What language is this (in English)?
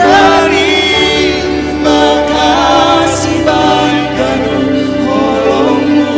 Batak Simalungun